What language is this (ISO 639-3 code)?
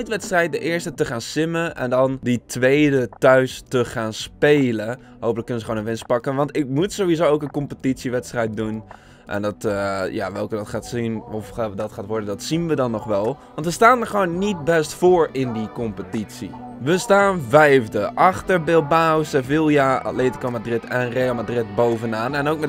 nld